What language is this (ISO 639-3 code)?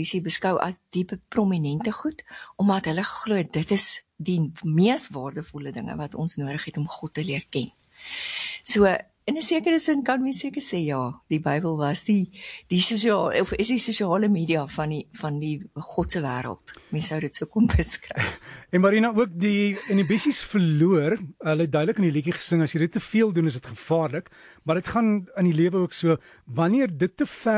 afr